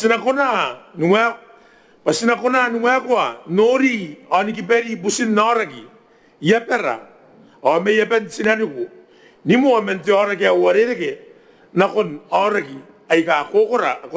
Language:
Gilbertese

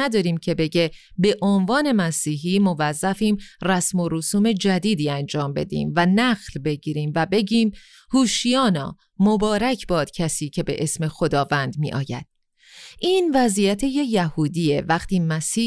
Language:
Persian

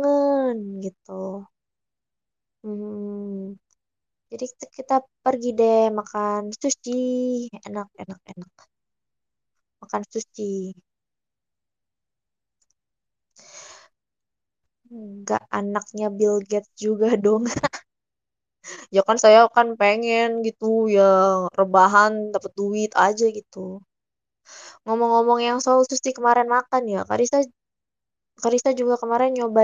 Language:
Indonesian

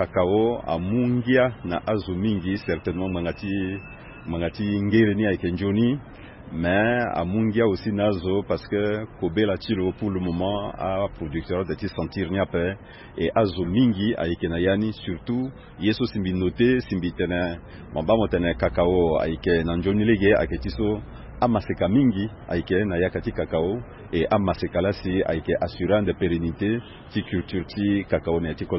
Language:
Sango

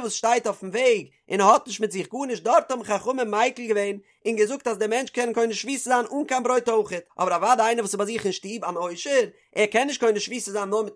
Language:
Yiddish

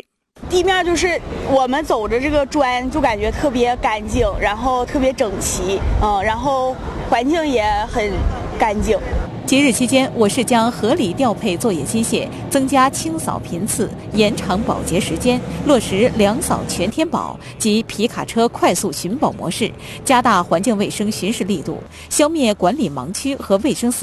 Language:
Chinese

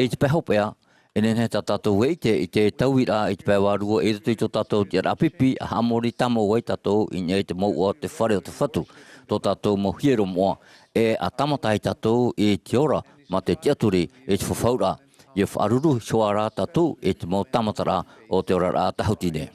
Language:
Tahitian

